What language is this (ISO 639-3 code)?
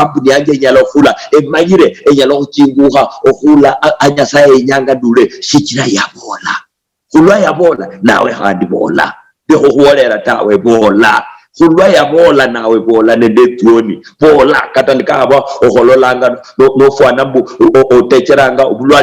luy